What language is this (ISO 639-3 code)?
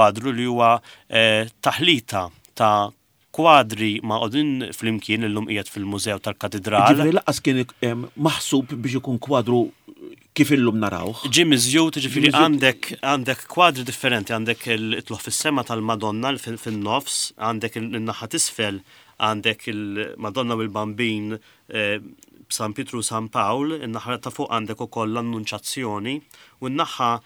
mlt